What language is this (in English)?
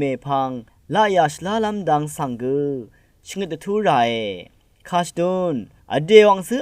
Rawang